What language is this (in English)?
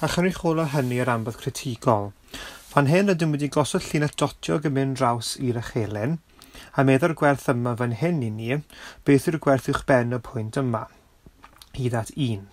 Welsh